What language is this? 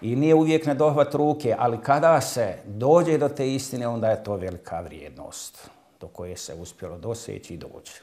Bosnian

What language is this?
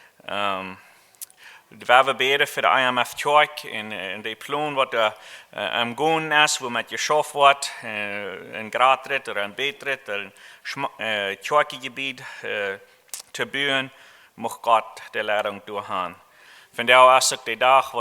Plautdietsch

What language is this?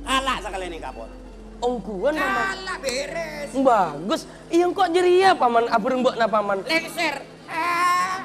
Madurese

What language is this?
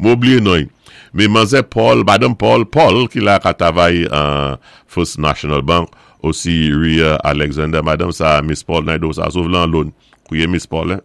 Saint Lucian Creole French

